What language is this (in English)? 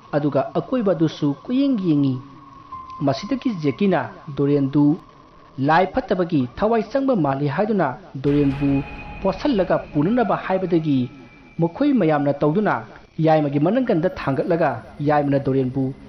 Manipuri